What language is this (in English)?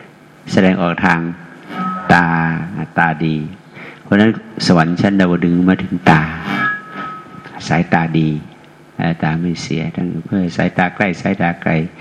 Thai